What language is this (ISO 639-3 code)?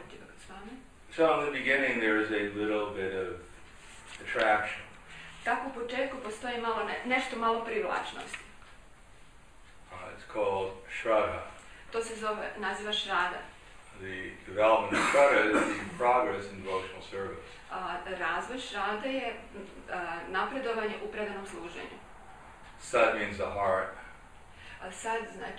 hrv